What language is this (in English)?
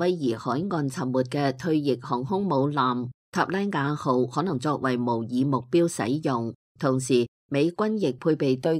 Cantonese